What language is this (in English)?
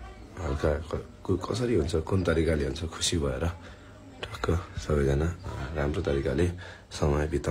Nepali